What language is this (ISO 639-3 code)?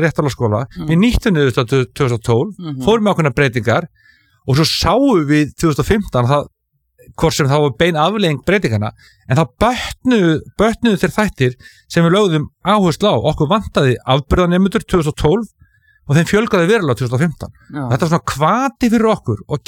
isl